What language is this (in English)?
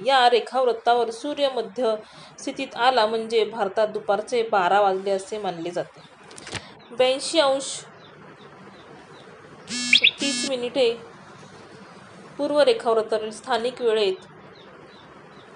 Marathi